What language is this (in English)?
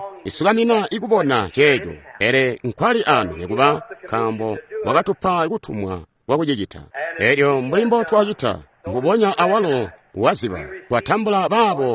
Tonga (Zambia)